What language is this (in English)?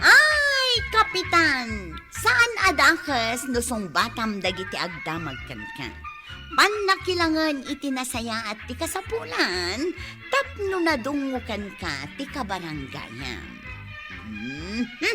Iloko